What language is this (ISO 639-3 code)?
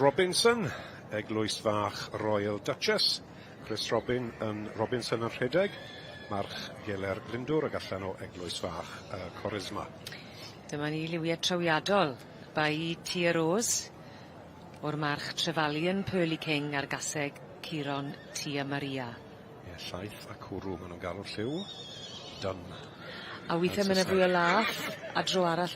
cym